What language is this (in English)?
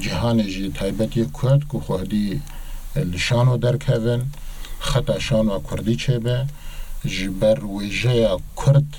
Kurdish